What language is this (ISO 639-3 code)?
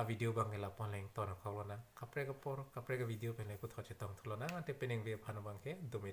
mjw